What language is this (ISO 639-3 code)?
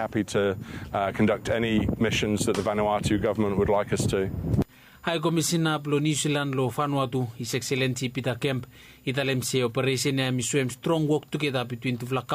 bis